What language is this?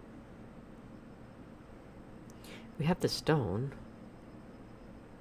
English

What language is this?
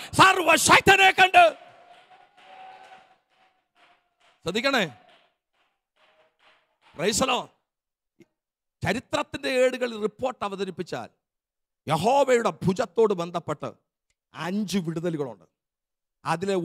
Malayalam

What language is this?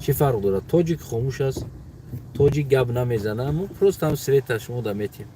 Tajik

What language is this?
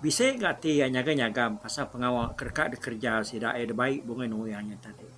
Iban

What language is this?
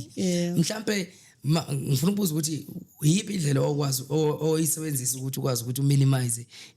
Zulu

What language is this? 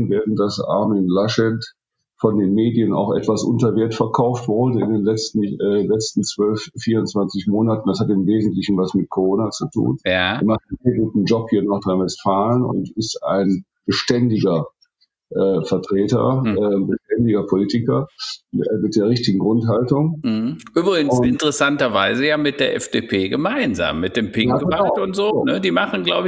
German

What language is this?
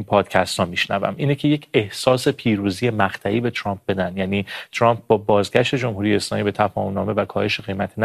Persian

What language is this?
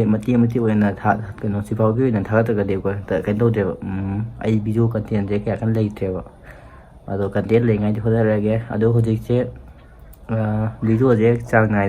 Manipuri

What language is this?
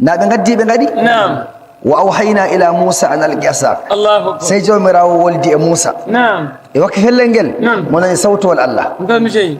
Nigerian Fulfulde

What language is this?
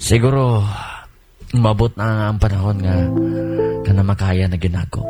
Cebuano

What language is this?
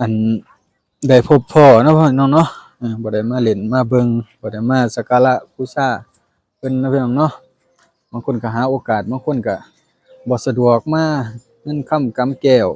Lao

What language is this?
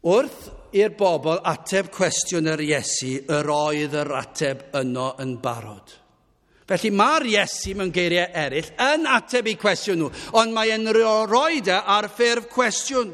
Welsh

